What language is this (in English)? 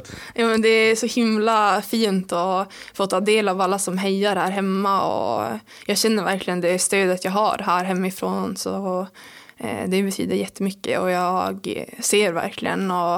Swedish